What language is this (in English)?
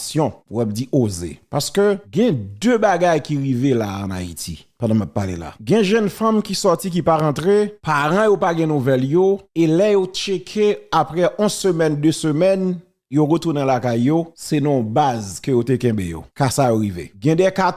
Haitian Creole